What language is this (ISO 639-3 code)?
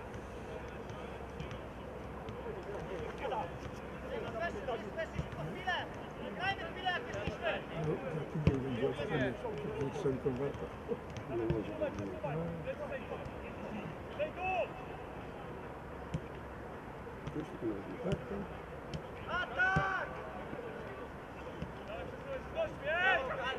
pol